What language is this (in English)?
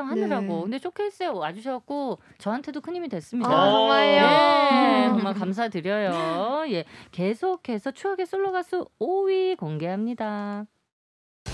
Korean